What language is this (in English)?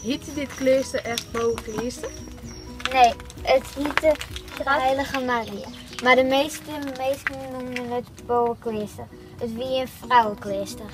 Western Frisian